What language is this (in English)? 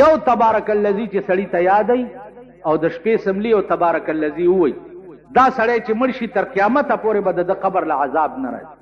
Pashto